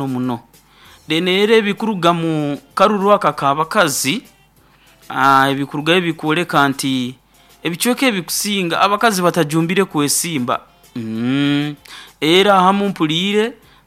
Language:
Nyoro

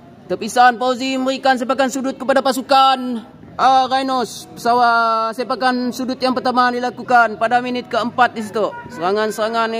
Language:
Malay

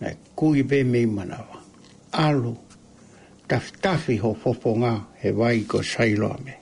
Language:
Tongan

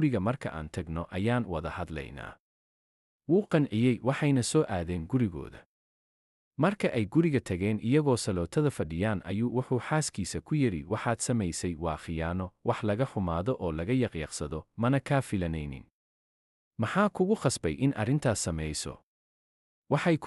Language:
Somali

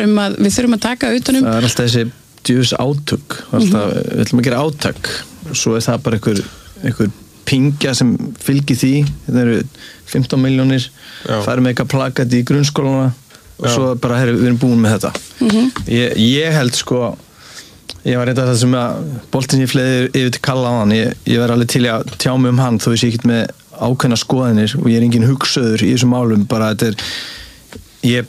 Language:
Icelandic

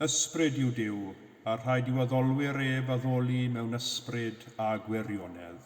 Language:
Welsh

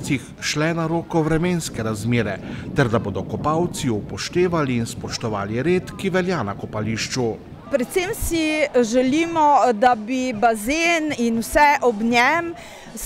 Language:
Slovenian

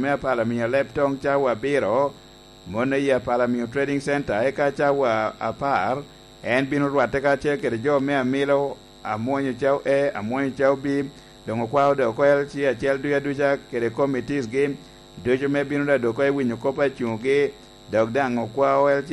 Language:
Lango (Uganda)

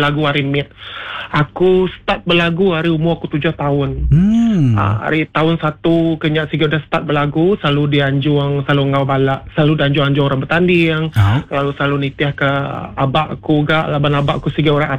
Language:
Iban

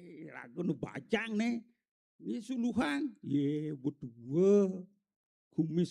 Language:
Balinese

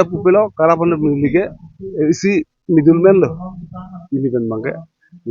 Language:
Karbi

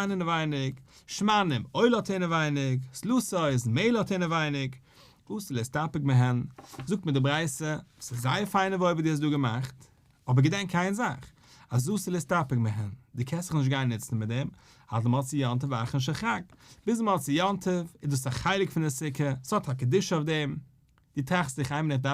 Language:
Yiddish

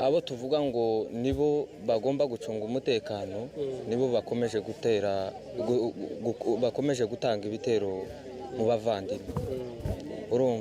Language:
Kinyarwanda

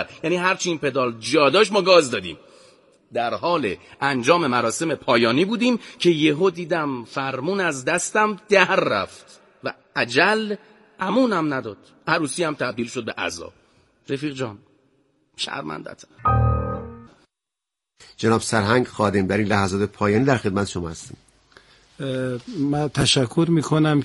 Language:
Persian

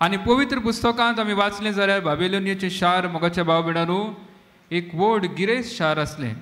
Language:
Konkani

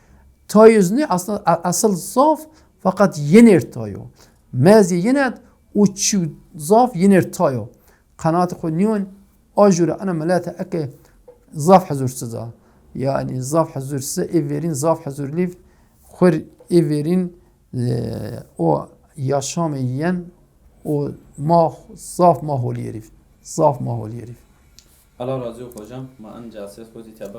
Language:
Zaza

